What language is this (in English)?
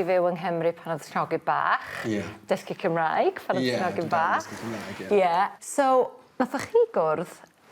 Welsh